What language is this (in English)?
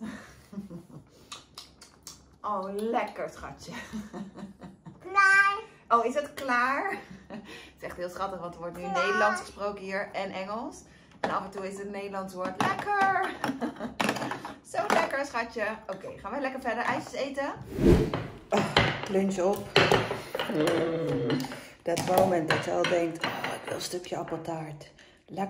Dutch